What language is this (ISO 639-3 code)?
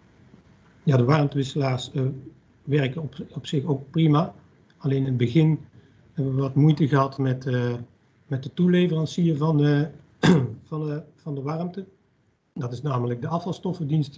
nld